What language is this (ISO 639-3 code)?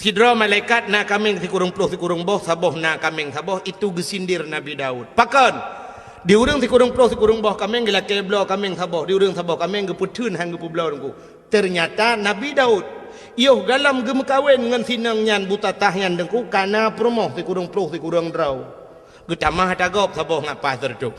ace